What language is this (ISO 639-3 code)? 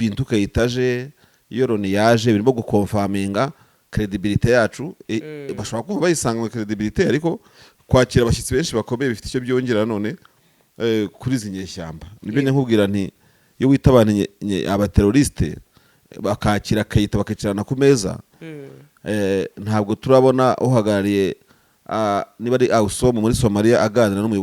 kin